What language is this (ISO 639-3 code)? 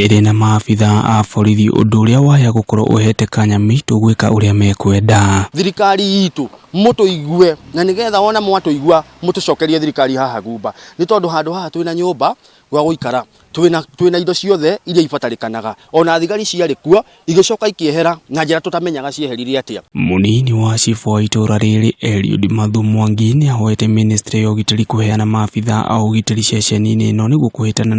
kik